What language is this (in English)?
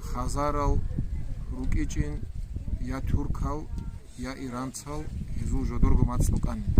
Avaric